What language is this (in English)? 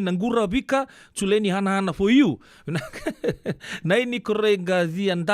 Fijian